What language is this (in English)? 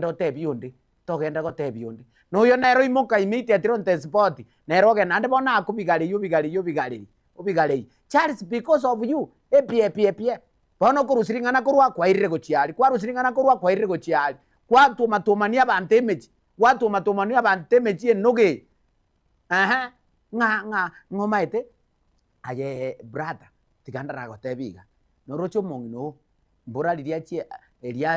Gusii